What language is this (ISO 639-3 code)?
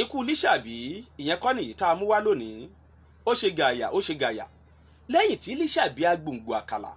yor